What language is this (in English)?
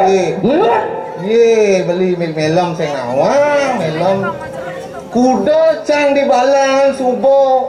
Balinese